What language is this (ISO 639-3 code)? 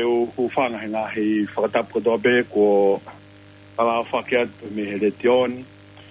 ton